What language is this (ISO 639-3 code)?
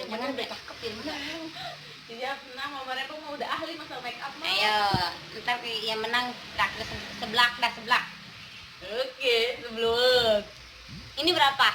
bew